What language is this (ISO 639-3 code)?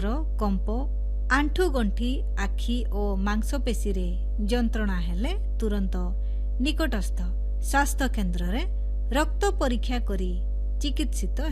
ori